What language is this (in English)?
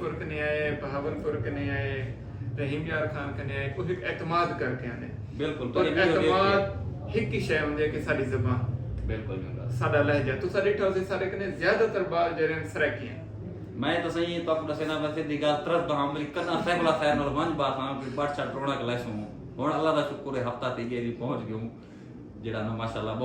Saraiki